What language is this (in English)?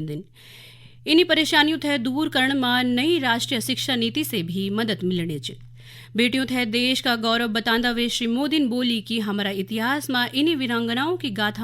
Garhwali